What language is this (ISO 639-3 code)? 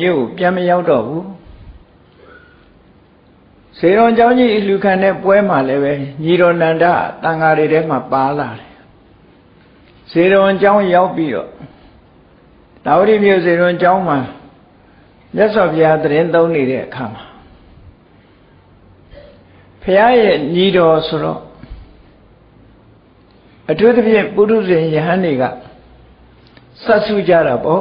mya